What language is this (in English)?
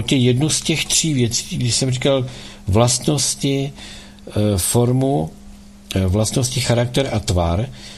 Czech